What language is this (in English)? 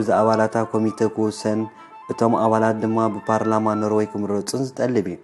Tigrinya